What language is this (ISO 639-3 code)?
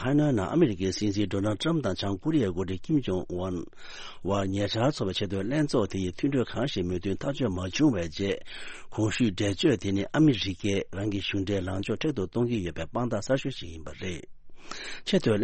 bod